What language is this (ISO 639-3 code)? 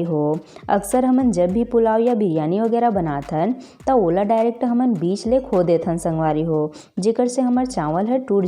hne